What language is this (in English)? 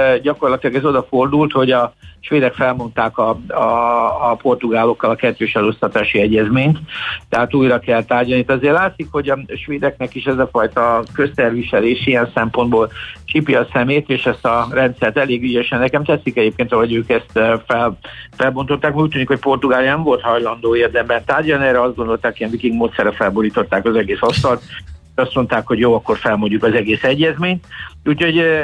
Hungarian